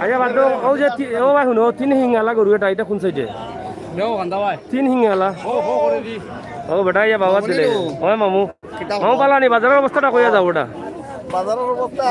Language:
Sylheti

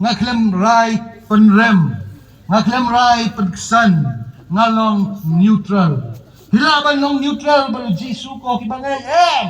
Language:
Khasi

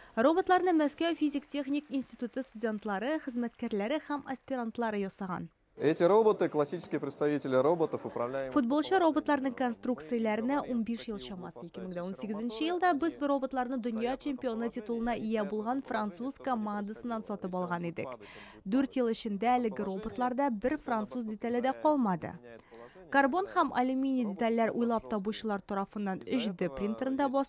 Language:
Tatar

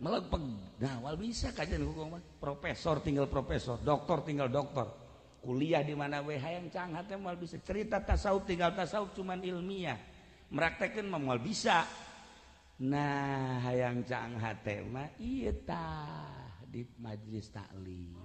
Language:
Sundanese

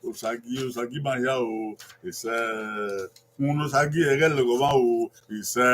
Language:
Bini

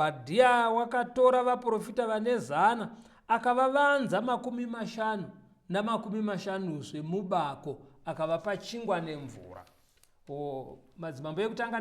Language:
Shona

